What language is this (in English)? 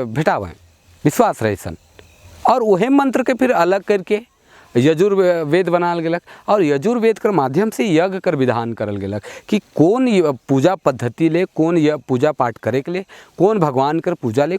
Sadri